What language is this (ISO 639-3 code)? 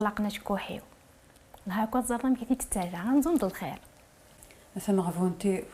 kab